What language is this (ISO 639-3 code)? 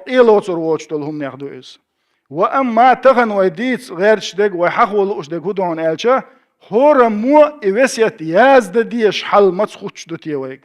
che